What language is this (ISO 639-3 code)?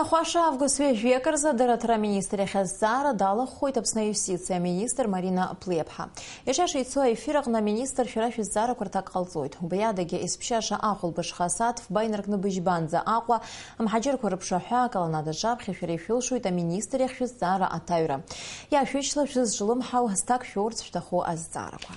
abk